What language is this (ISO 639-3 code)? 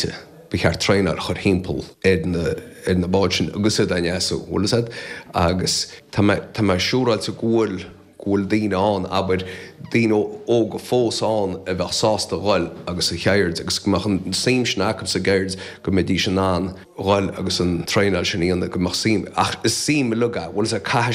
gle